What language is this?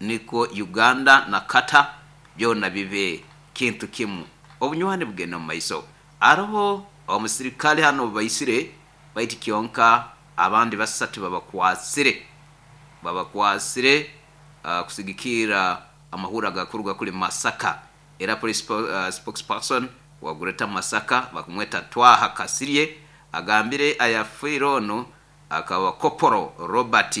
Nyankole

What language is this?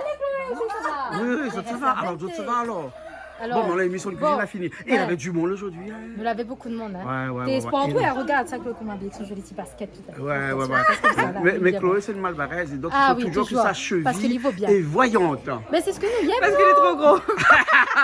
Réunion Creole French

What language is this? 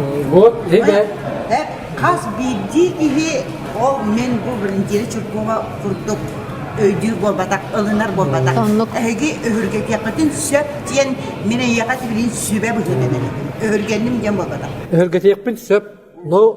Yakut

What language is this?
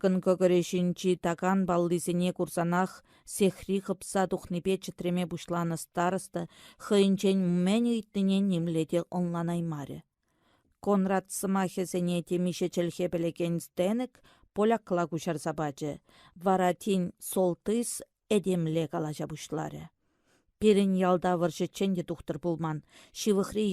Chuvash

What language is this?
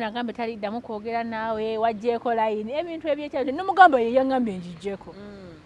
Ganda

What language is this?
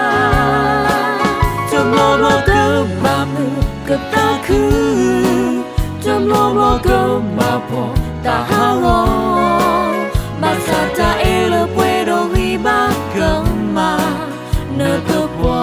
S'gaw Karen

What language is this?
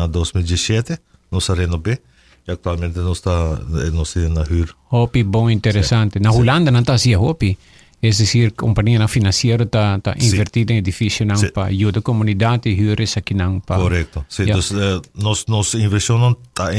Papiamento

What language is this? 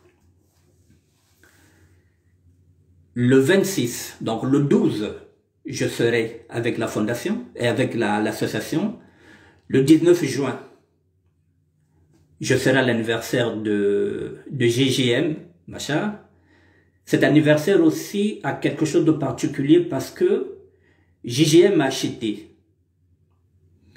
French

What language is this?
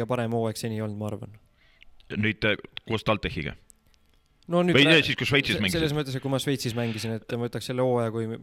Estonian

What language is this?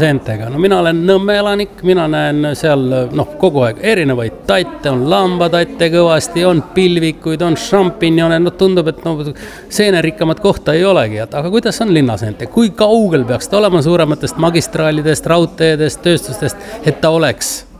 Estonian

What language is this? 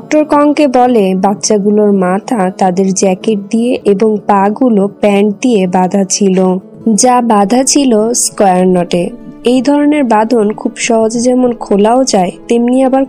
Bangla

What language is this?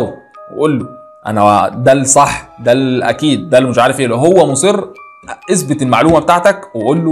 Egyptian Arabic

